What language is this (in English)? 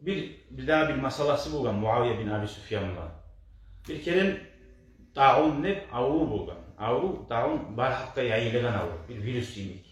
Kumyk